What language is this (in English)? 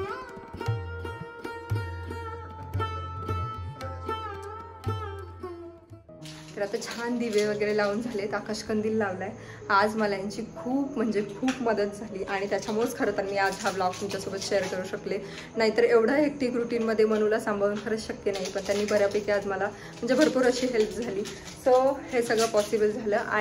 Marathi